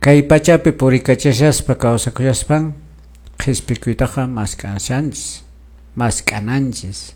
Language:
Quechua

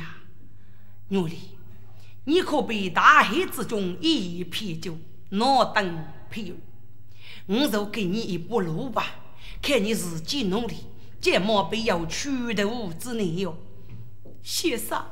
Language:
Chinese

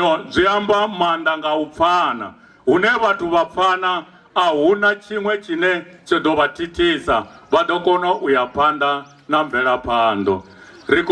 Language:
Venda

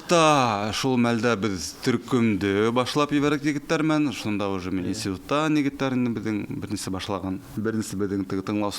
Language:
Bashkir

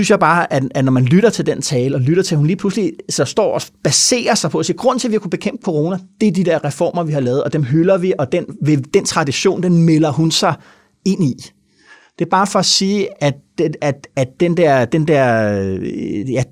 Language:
Danish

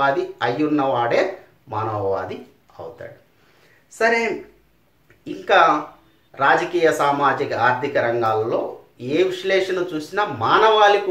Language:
Telugu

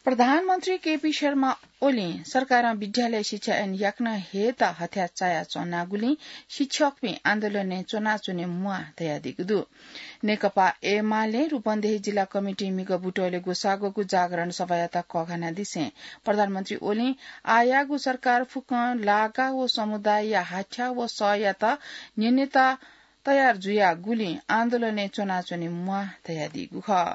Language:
Newari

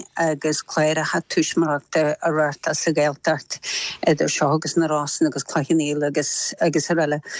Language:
Irish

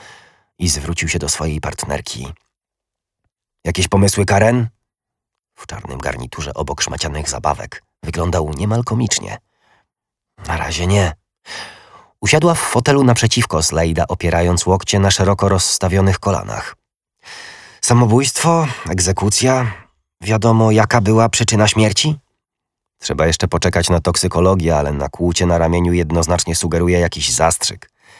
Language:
Polish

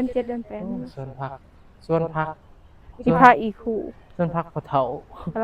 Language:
Northeastern Thai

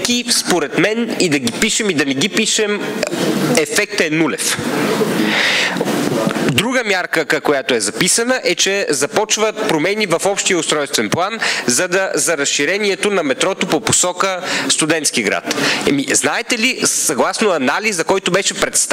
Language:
Bulgarian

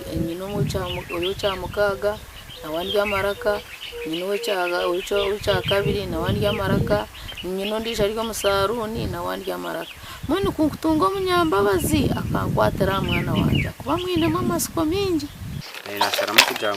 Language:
Nyankole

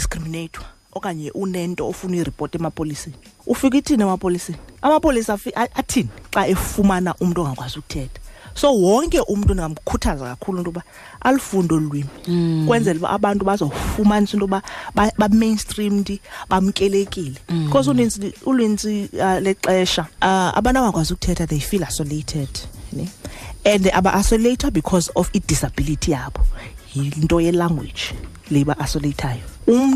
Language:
Xhosa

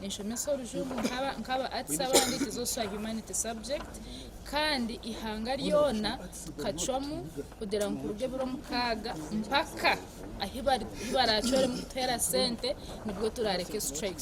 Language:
Nyankole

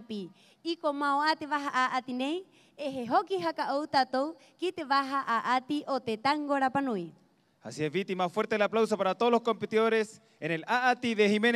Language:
Rapanui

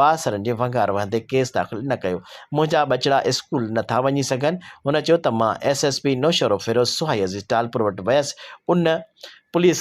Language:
Sindhi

